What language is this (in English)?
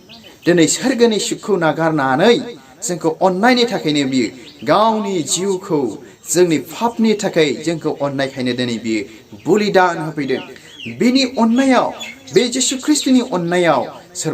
Bodo